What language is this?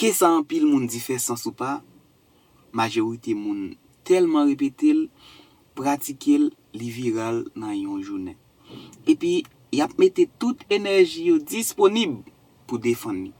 Haitian Creole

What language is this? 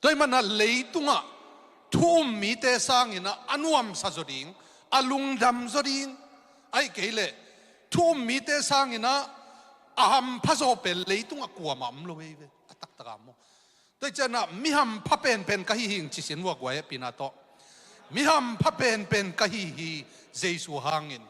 Tedim Chin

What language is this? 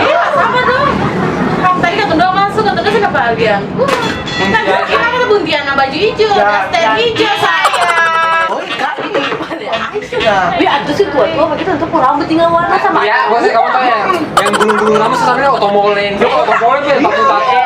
Ambonese Malay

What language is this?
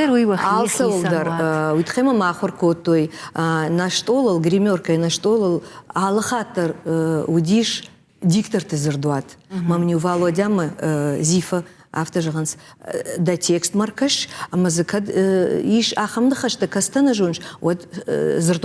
Ossetic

